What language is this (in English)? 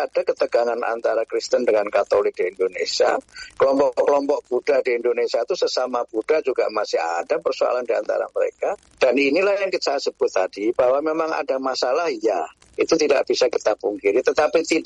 Indonesian